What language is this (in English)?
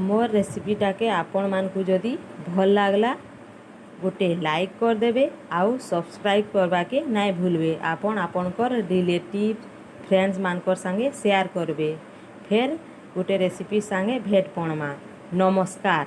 Sambalpuri